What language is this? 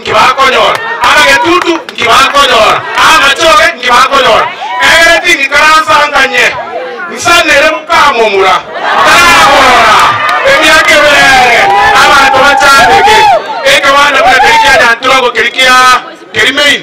Gusii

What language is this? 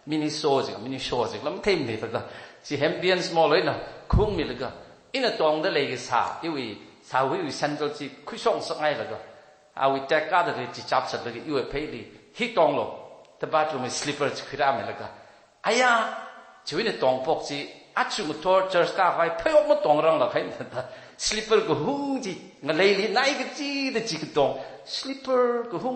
Tangkhul Naga (India)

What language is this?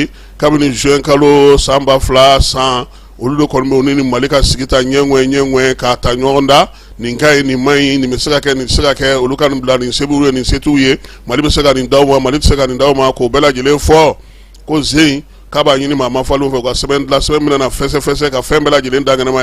Bambara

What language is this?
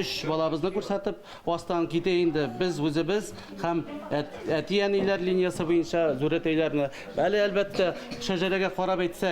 Bashkir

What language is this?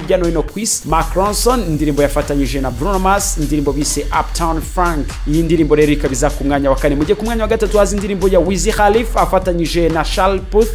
Kinyarwanda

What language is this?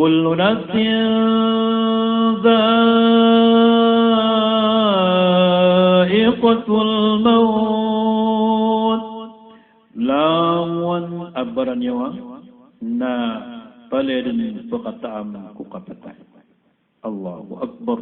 Maranao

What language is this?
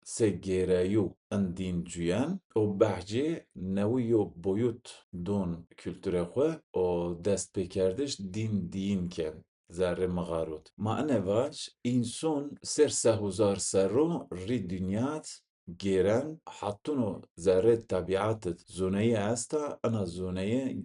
Zaza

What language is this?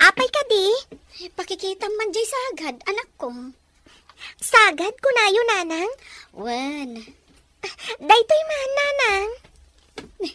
Iloko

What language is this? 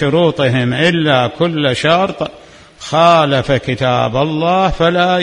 Mesopotamian Arabic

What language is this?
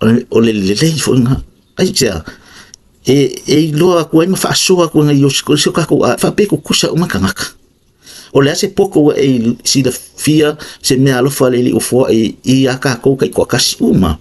Samoan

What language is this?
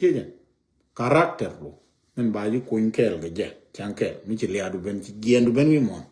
Nuer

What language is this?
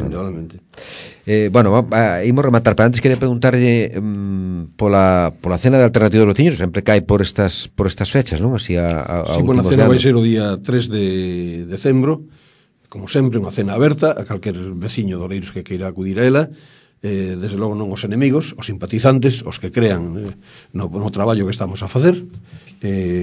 Galician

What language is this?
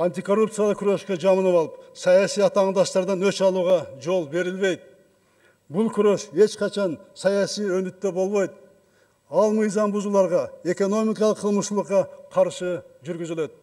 Kyrgyz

